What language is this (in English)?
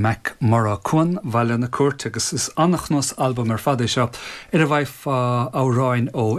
Irish